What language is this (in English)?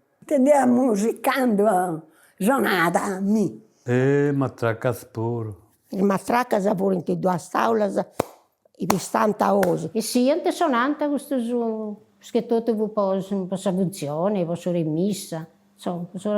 Sardinian